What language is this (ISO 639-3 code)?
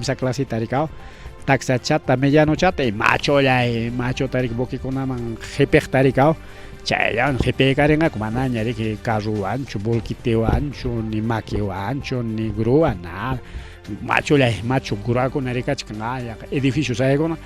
quy